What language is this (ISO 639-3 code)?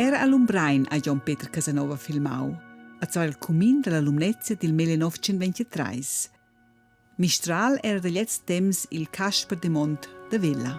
roh